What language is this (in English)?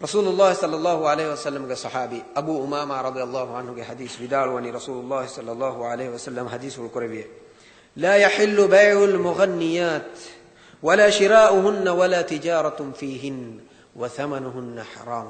Divehi